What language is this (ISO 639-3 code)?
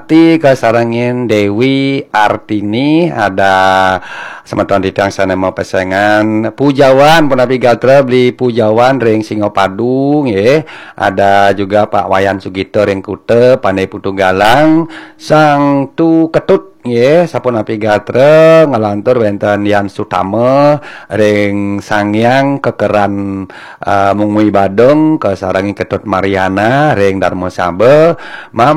ban